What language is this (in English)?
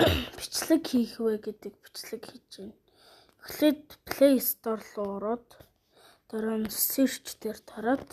Mongolian